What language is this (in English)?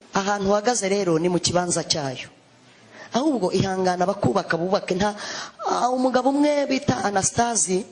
Kinyarwanda